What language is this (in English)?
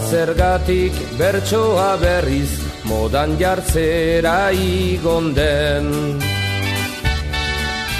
Basque